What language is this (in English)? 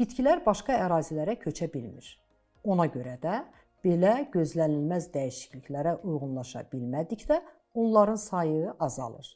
Azerbaijani